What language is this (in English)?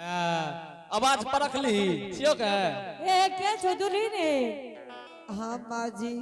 Angika